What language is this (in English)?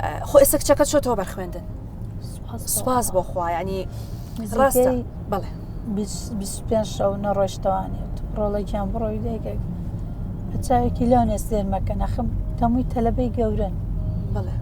Central Kurdish